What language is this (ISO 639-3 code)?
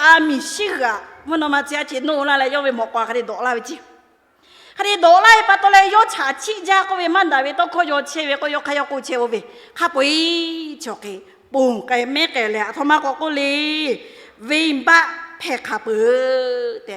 lhu